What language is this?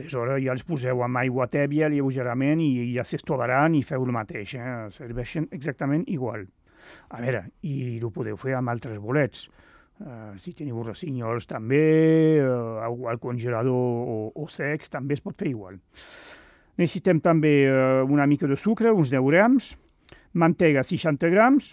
Catalan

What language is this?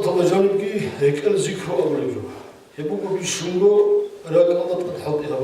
Avaric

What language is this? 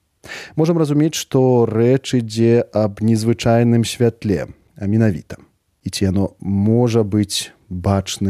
Belarusian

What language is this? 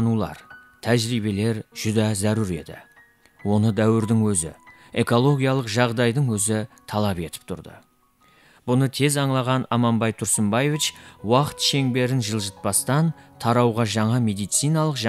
Kara-Kalpak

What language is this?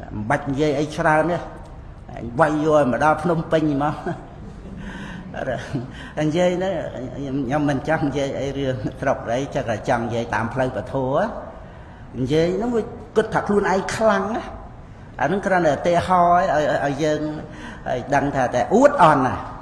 Khmer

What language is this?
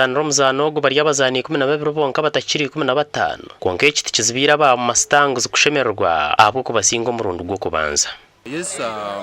Nyankole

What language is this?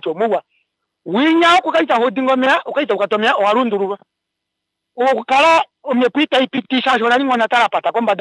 Kuanyama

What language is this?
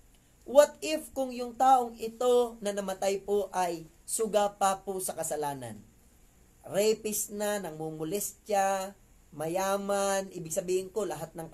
Filipino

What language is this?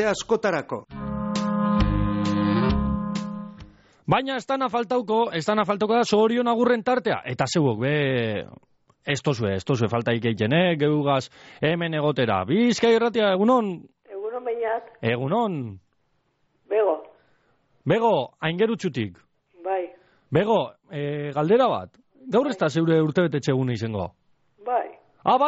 Basque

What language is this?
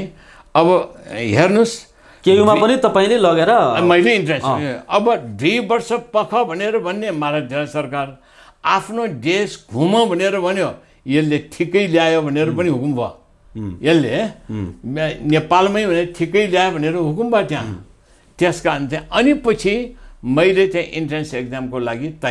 Nepali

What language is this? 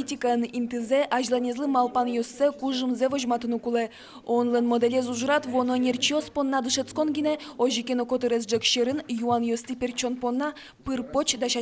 Udmurt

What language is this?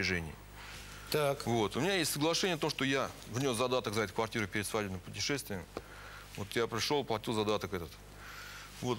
Russian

